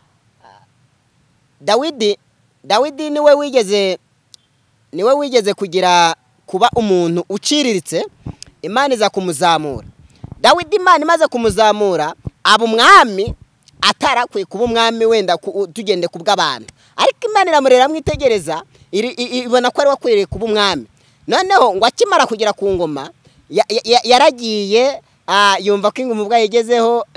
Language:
Kinyarwanda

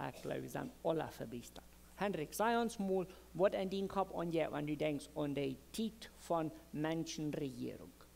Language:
Plautdietsch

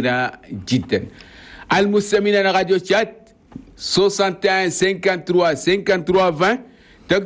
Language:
Chadian Arabic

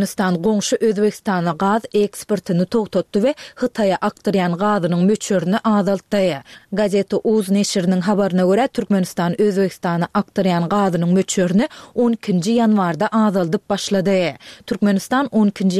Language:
Turkmen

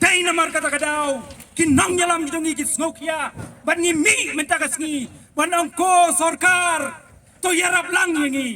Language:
Khasi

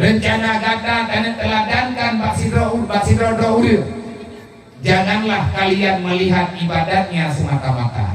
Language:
Achinese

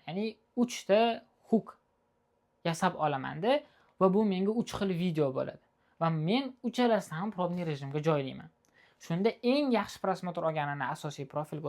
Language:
Uzbek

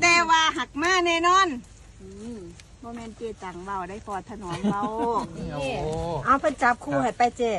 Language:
Northeastern Thai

